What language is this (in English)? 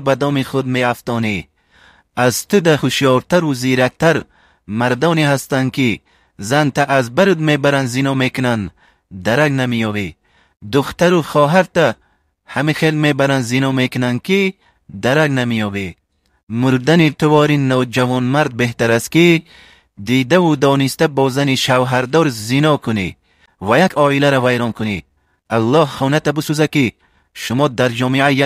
Tajik